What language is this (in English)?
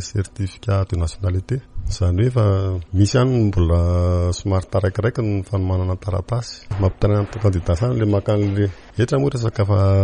Malagasy